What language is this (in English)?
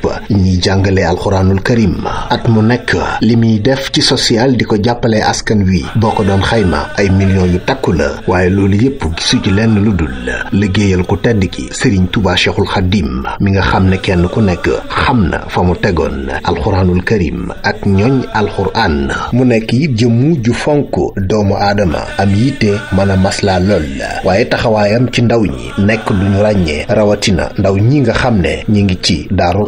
Wolof